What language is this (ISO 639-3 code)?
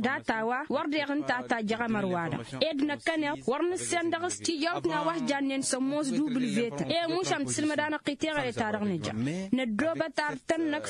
taq